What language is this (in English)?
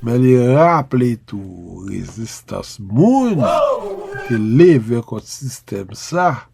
Haitian Creole